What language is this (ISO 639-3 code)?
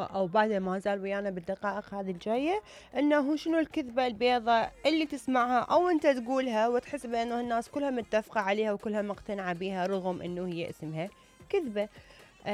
acm